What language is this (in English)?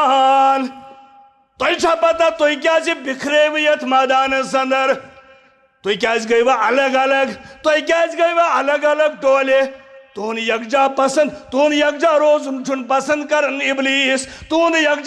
Kashmiri